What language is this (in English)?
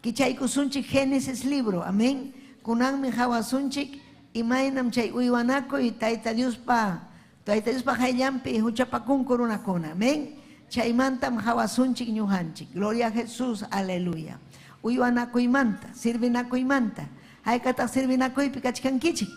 Ayacucho Quechua